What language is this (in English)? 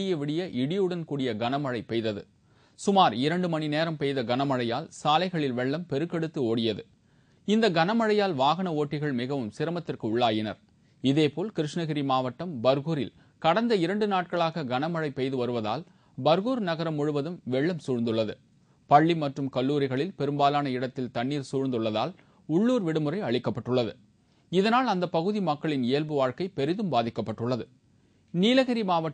Tamil